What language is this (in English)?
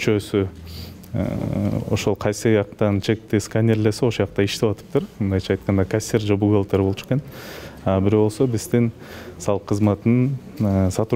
Kyrgyz